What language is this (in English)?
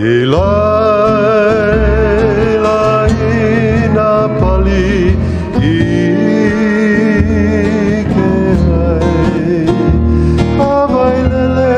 Hawaiian